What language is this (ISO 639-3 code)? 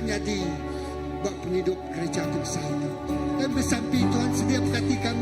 iba